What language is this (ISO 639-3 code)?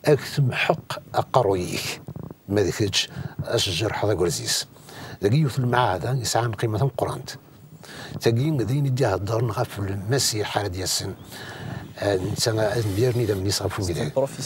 kab